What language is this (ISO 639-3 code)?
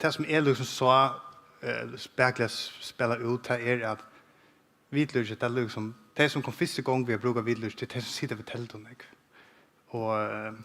fao